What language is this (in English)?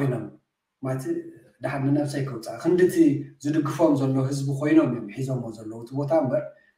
Tigrinya